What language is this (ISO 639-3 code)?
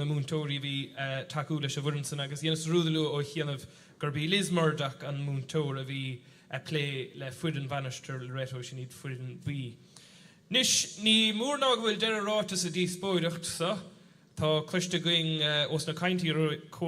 gle